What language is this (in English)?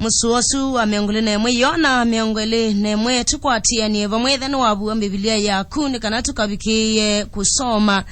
Kamba